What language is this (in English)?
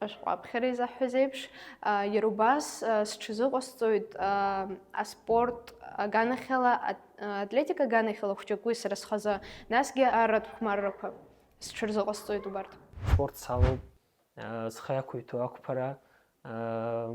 Abkhazian